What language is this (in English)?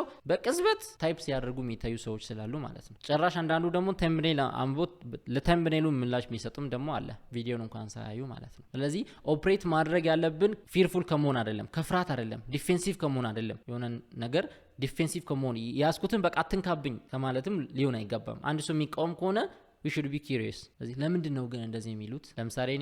Amharic